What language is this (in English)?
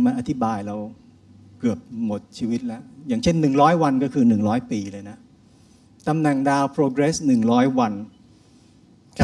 Thai